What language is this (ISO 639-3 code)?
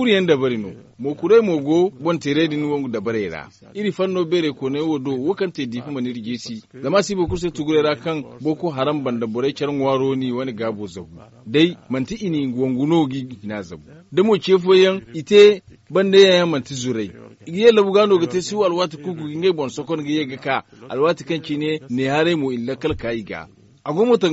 dje